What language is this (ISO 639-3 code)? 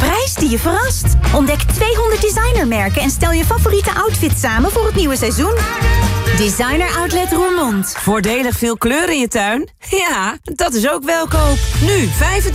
nld